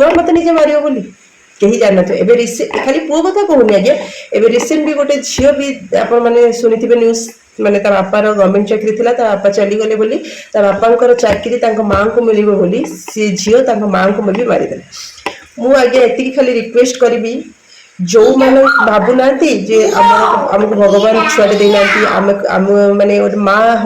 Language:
Odia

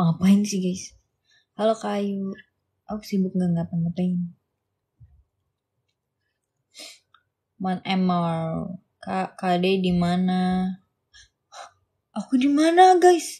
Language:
Indonesian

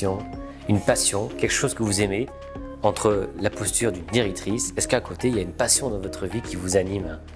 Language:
French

